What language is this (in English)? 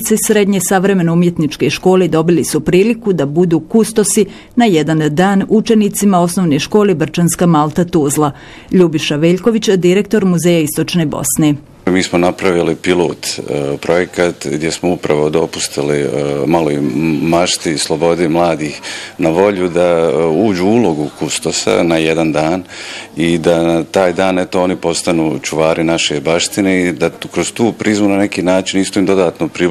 Bosnian